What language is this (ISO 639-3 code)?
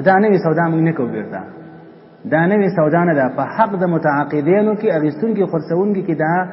pus